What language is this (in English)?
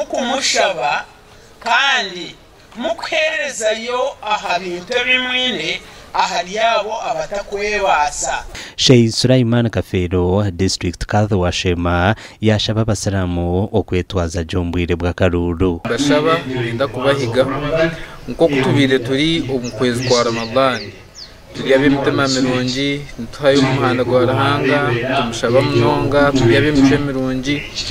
Nyankole